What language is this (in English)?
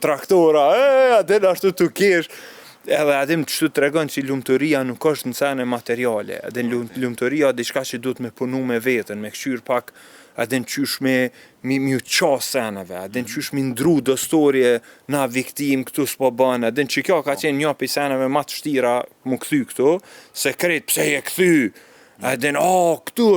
Albanian